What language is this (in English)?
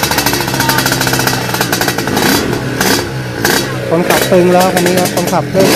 Thai